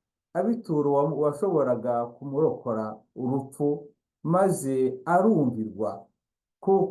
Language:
Kinyarwanda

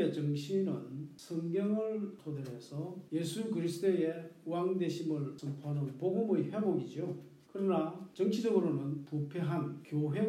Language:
Korean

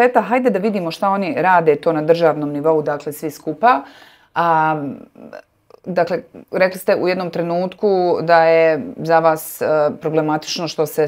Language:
Bosnian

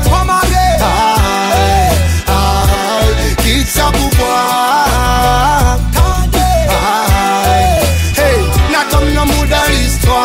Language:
Seselwa Creole French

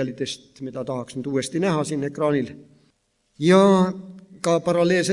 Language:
Estonian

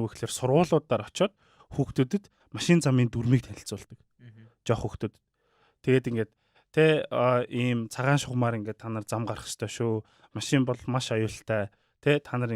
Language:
Mongolian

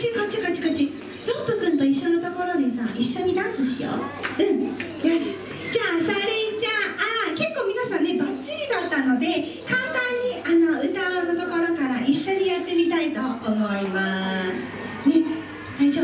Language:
Japanese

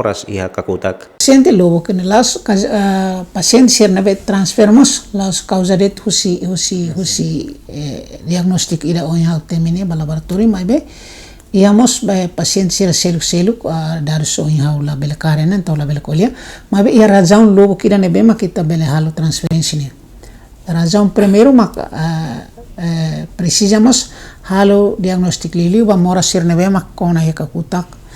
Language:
Tetum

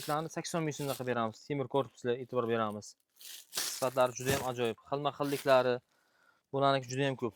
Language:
Uzbek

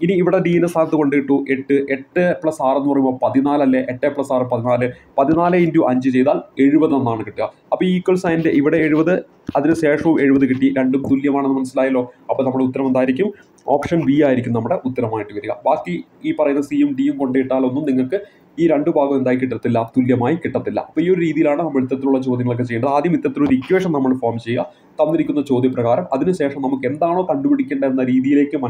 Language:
Malayalam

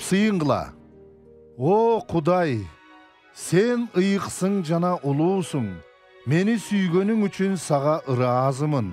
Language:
Kyrgyz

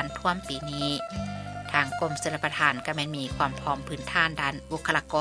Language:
Lao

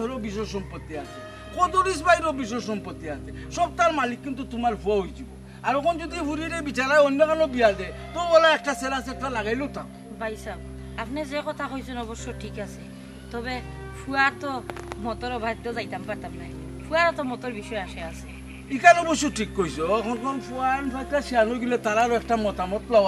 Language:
Sylheti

